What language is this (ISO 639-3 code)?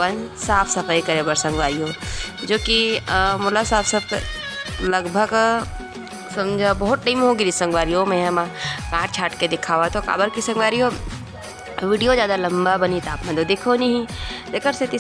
hne